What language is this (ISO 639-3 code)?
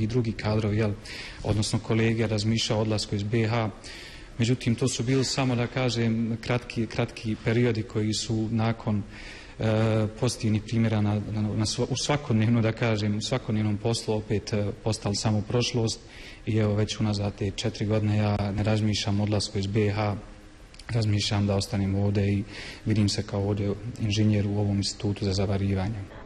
bos